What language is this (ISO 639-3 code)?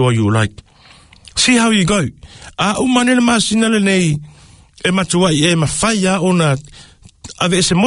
smo